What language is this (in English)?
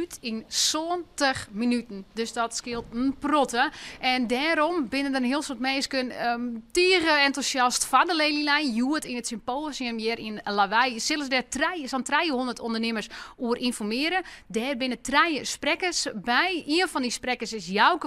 Western Frisian